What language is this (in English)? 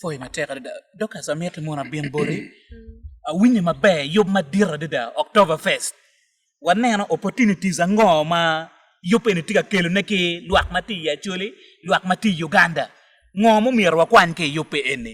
Acoli